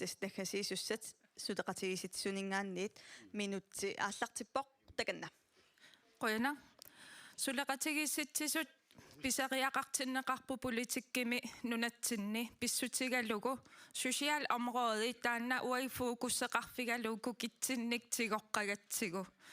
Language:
Kalaallisut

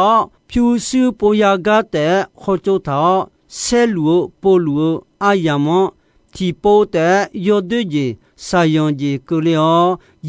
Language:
Akha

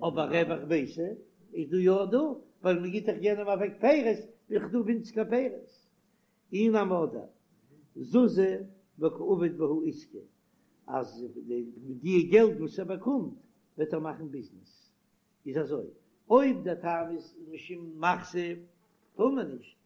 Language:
Yiddish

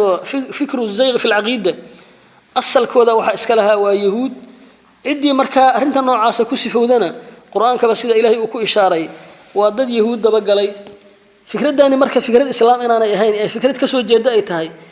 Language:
Somali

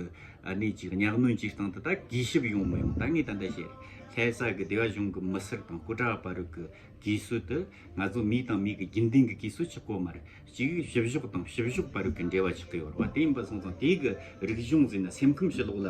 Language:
Tibetan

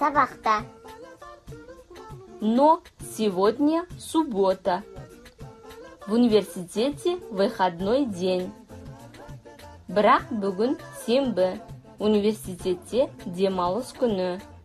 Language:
Kazakh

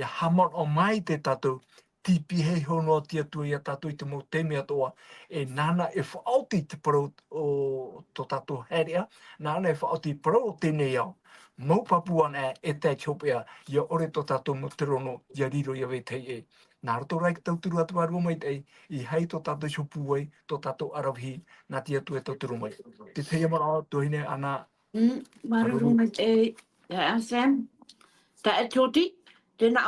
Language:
Tahitian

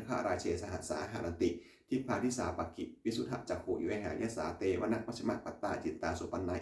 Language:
Pali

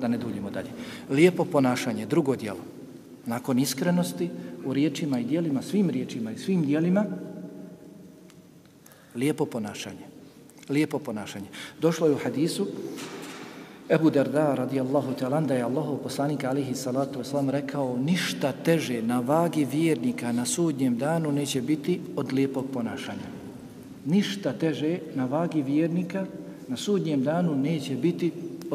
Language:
Bosnian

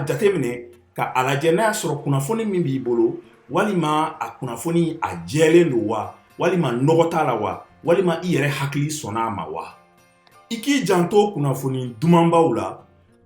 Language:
Bambara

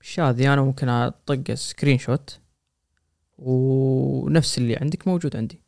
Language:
Gulf Arabic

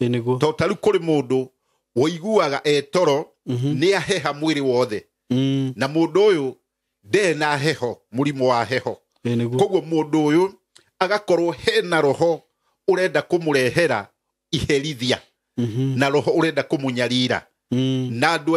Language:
Kikuyu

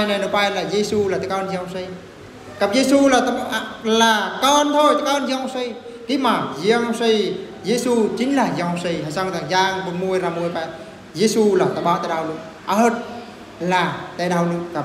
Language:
Eastern Bru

